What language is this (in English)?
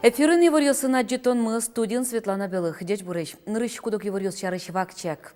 Udmurt